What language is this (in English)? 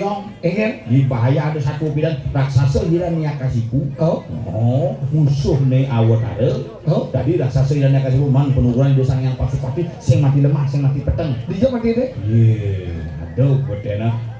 Balinese